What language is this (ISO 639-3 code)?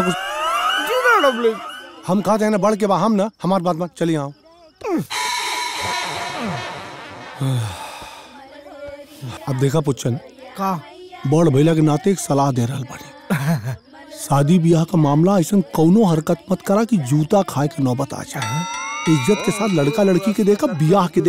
bho